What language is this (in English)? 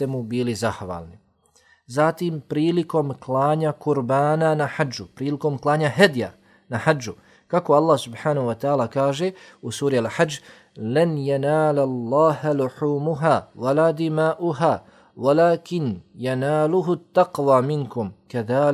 Bosnian